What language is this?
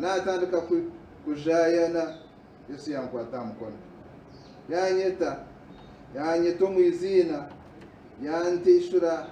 Nyankole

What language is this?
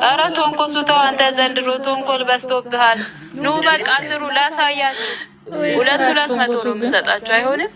Amharic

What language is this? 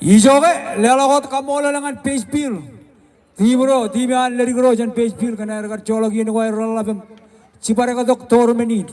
Marshallese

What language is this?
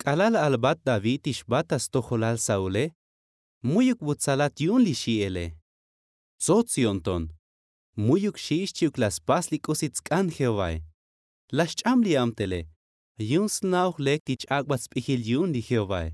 Tzotzil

